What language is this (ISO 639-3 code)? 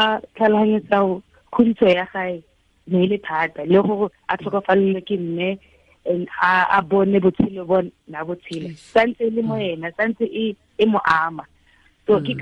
tsn